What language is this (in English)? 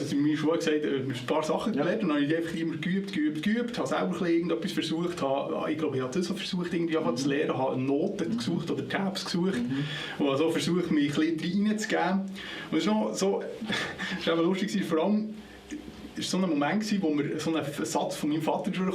Swiss German